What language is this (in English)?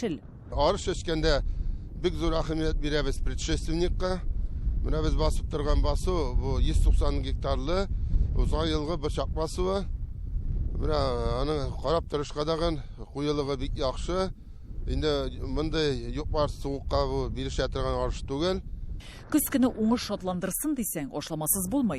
Tatar